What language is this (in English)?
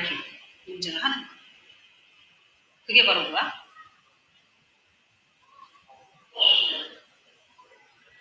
Korean